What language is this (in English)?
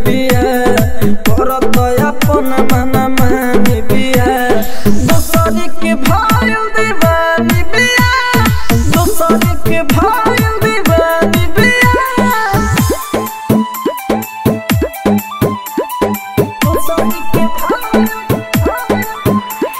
Bhojpuri